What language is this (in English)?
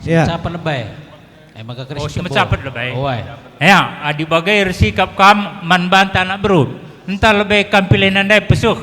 Batak Karo